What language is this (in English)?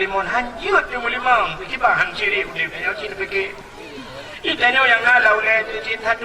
Achinese